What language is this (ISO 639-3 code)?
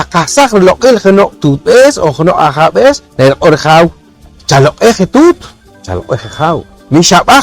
poh